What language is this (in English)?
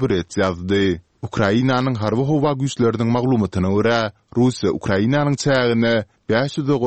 Turkmen